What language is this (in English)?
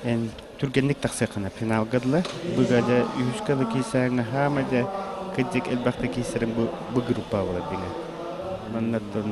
Yakut